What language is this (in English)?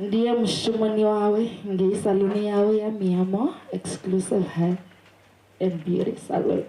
Venda